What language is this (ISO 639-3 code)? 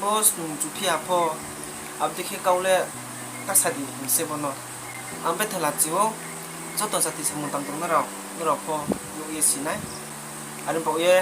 ria